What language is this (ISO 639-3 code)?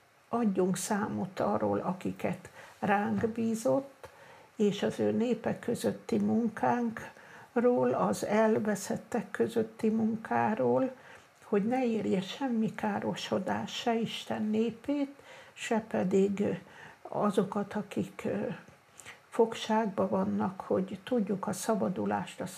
hun